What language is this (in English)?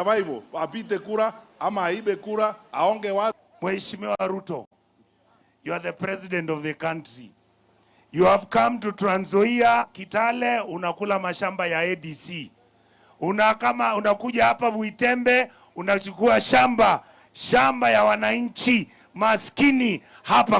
Gusii